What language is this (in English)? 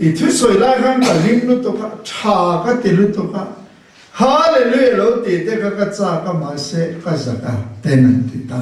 Mizo